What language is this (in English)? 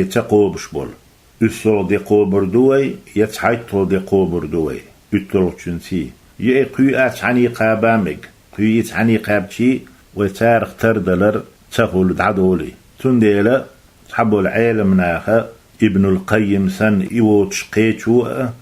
Chechen